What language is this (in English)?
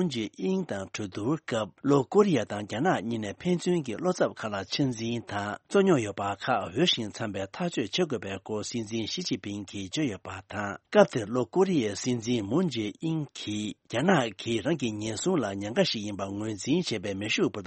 Tibetan